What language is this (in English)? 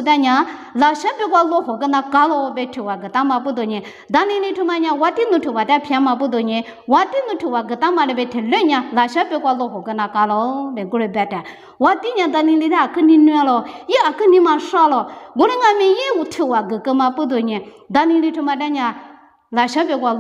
Lisu